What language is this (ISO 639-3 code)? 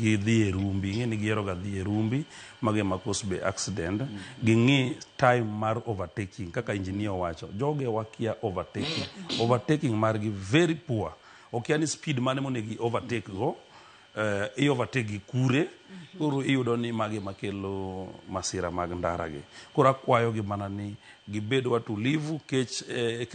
luo